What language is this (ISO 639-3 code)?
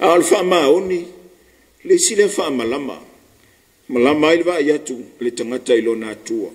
smo